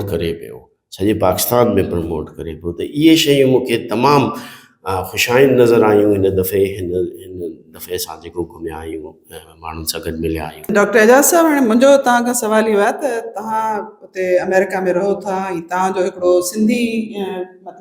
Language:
Sindhi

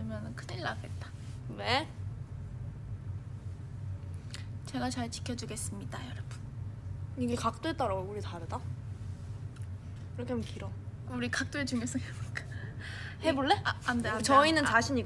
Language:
Korean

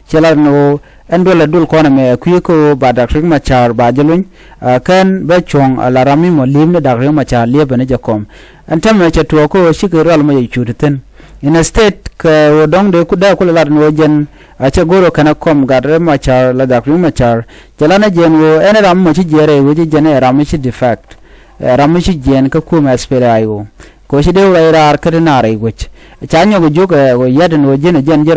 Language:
Nuer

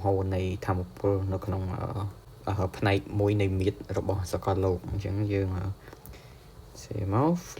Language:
Khmer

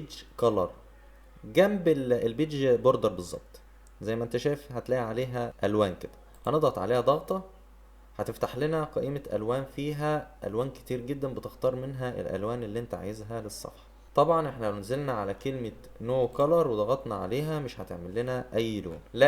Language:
Egyptian Arabic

